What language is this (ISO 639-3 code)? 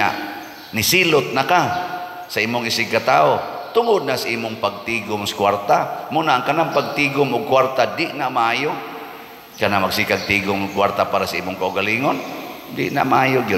ceb